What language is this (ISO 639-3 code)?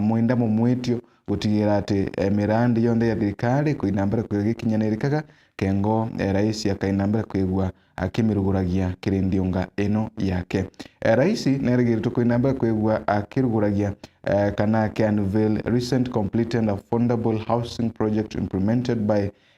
mer